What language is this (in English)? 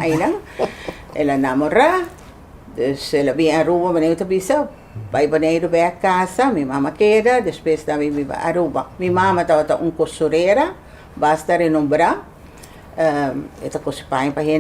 Papiamento